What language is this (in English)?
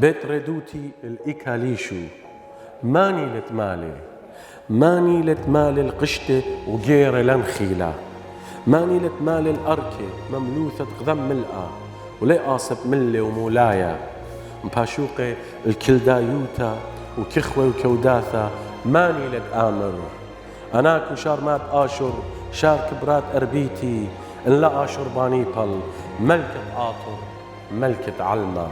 Assyrian Neo-Aramaic